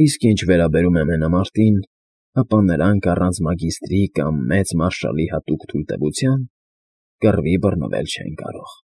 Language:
Armenian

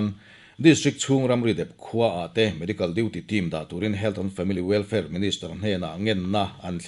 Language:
Mizo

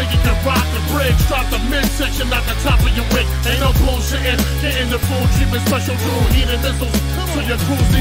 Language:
English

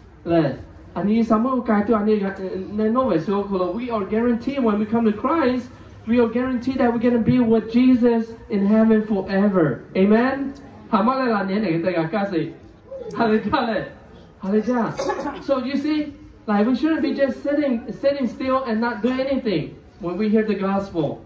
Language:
Lahu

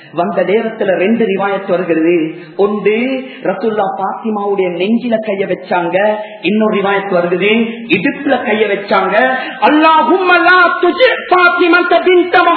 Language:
Tamil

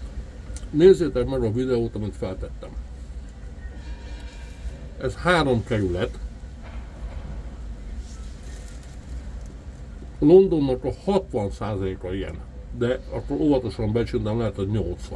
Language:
Hungarian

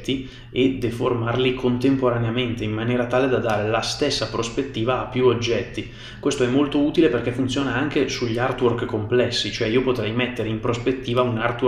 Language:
Italian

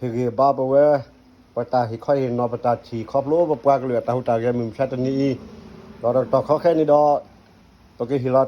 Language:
S'gaw Karen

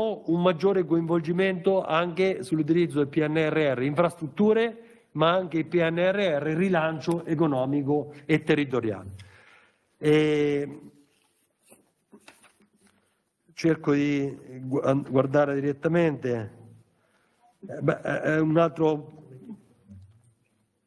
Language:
Italian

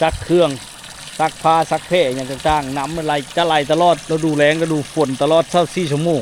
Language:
Lao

